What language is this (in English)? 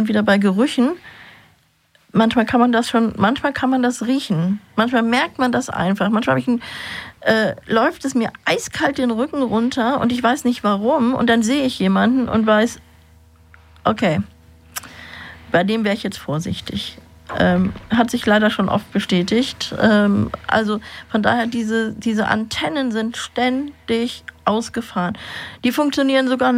German